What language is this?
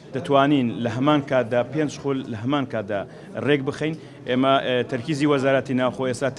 Central Kurdish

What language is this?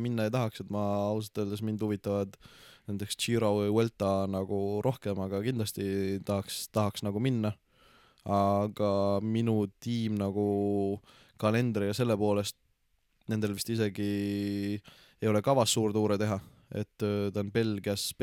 Estonian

